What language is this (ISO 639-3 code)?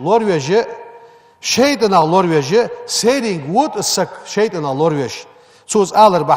inh